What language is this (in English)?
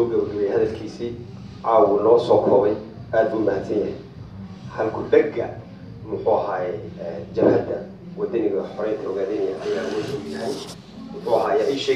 Somali